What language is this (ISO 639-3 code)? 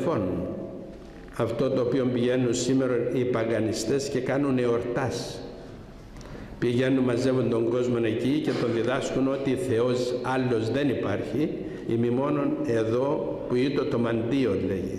ell